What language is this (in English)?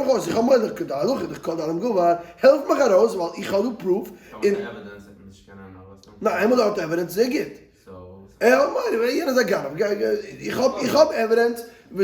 Yiddish